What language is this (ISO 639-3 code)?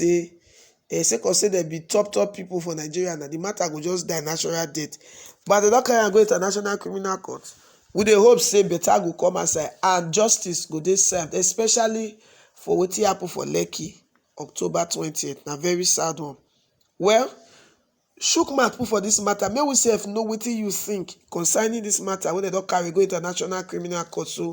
pcm